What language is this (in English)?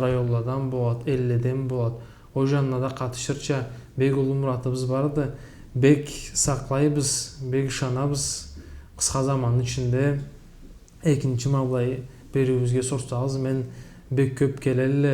Karachay-Balkar